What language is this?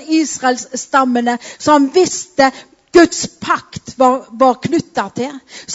Norwegian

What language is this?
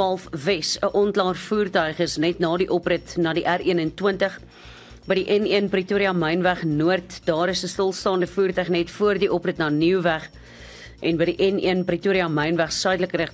Afrikaans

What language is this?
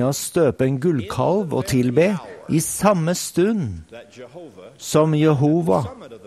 Norwegian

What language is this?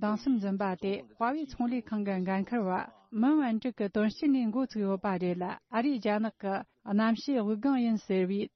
Tibetan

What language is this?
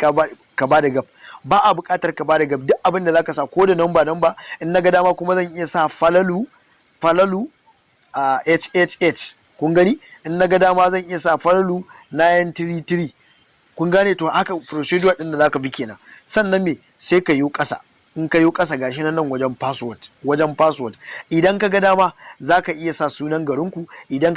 Hausa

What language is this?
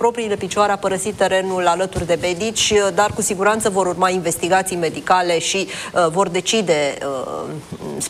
Romanian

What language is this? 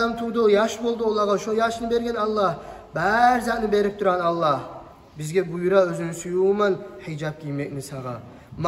Kumyk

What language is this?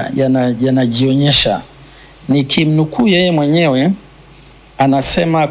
Swahili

